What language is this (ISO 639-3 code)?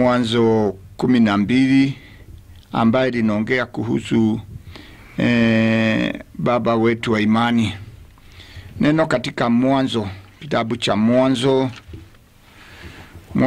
swa